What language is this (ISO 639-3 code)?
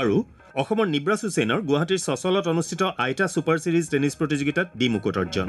asm